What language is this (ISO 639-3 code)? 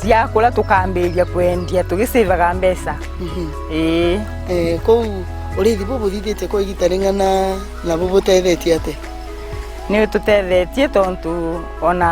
mer